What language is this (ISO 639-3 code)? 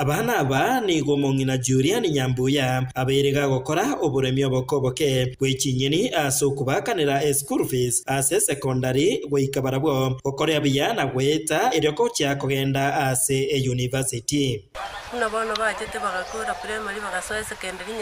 guz